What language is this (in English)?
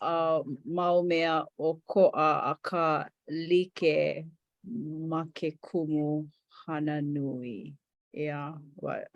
Hawaiian